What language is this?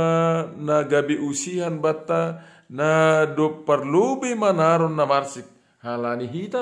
Batak Simalungun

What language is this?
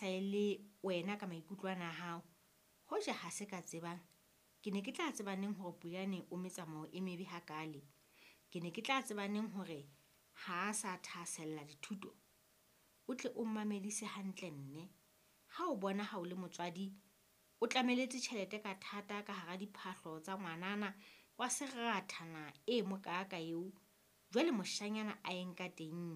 Southern Sotho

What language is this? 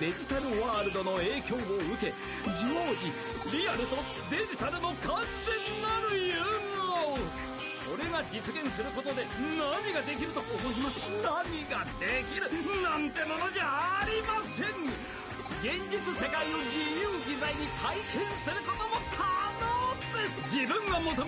Japanese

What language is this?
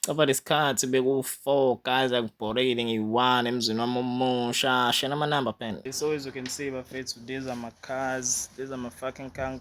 Zulu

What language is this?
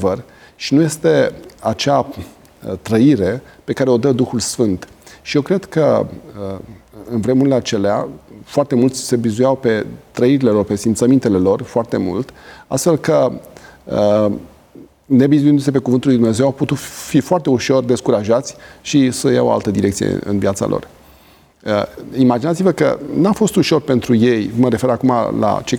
Romanian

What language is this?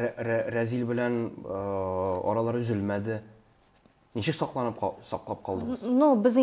Tatar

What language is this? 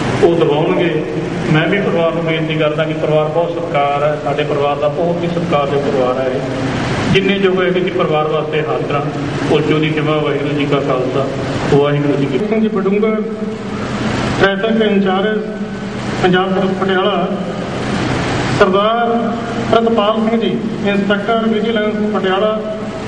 Punjabi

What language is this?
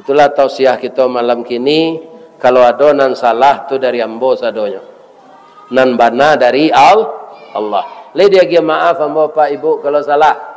Minangkabau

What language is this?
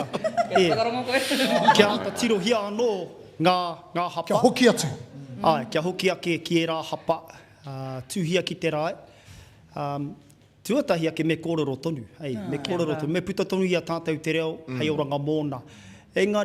Māori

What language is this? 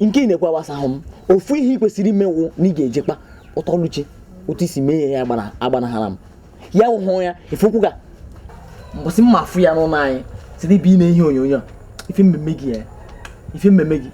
Igbo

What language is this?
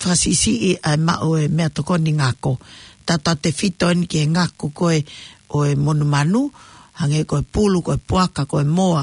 Tongan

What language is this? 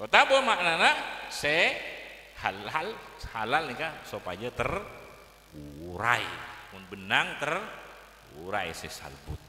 Madurese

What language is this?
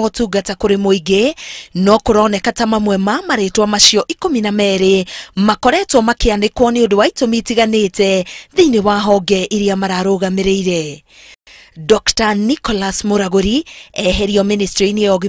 Kikuyu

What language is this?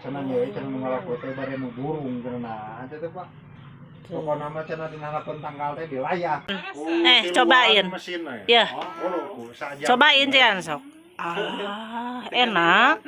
Sundanese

